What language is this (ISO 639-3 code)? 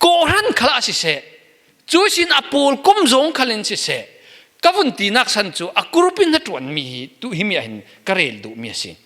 cfm